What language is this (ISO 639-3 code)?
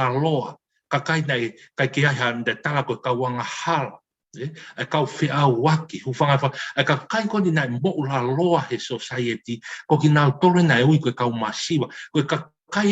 ton